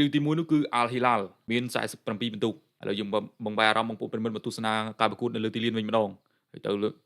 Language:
Khmer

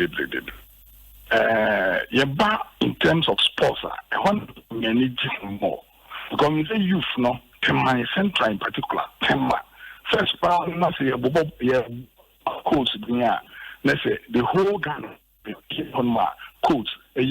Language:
Akan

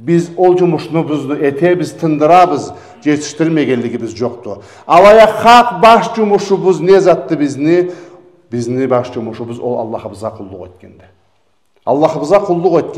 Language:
Karachay-Balkar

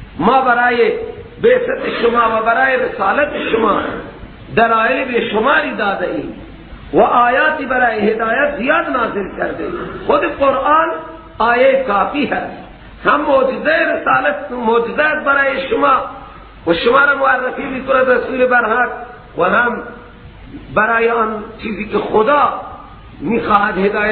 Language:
Persian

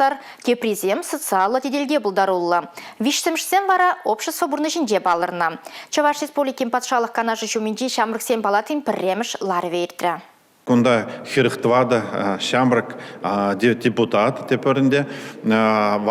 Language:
Chuvash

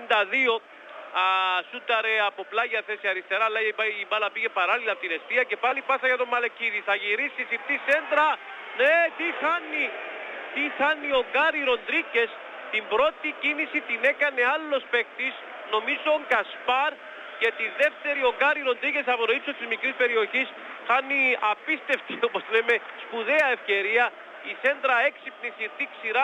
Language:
Greek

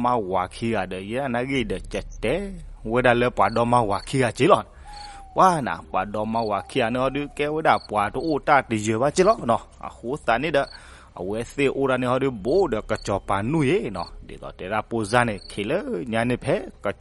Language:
S'gaw Karen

